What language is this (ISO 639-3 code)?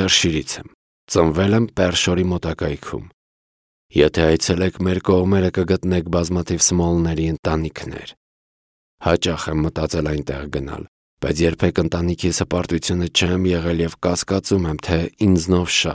hye